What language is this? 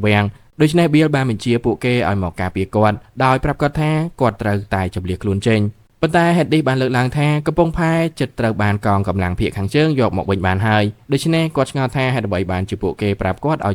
Khmer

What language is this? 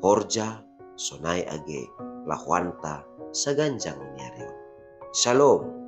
Batak Simalungun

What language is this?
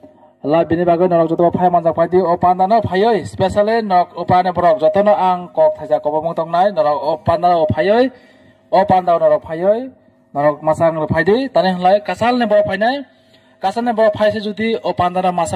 Kok Borok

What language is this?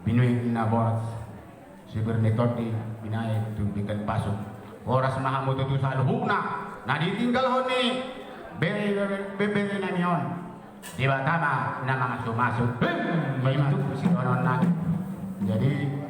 Batak Toba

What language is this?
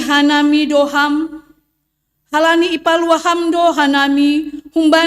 Batak Simalungun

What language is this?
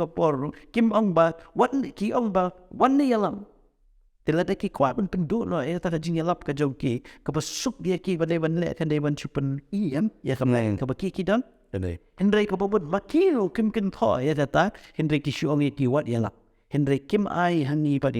Khasi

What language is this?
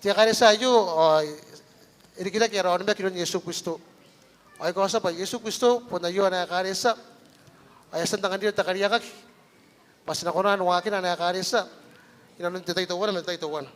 Gilbertese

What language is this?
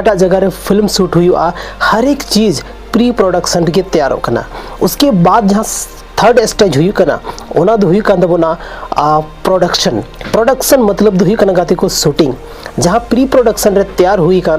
Santali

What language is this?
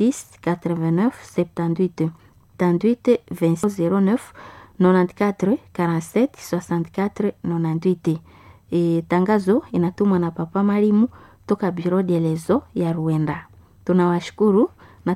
Swahili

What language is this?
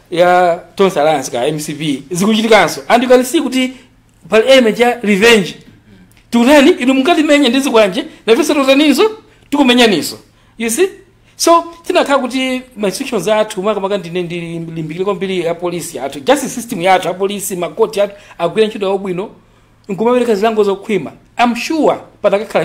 Nyanja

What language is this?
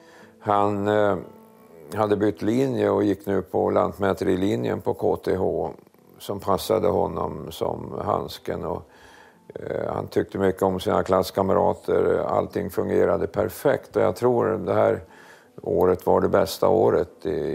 Swedish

